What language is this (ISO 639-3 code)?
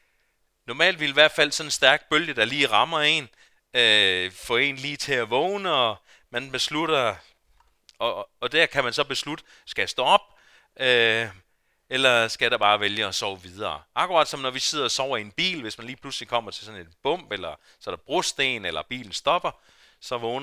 dan